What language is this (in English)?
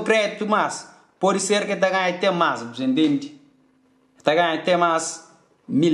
Kabuverdianu